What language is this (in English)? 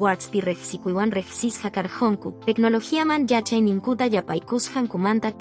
Quechua